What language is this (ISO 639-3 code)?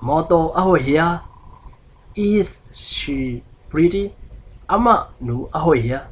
ctd